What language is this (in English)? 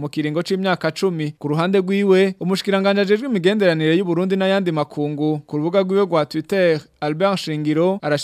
Rundi